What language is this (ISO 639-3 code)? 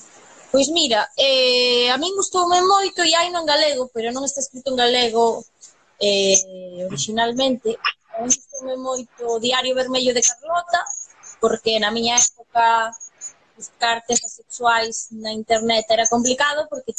glg